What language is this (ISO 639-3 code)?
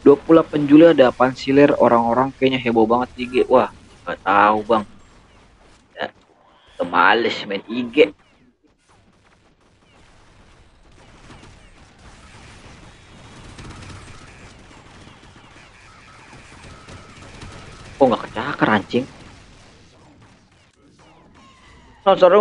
ind